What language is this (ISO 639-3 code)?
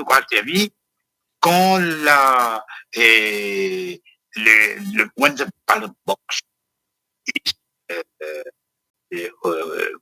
mfe